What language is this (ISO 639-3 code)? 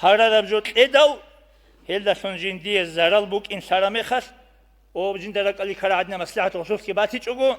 ava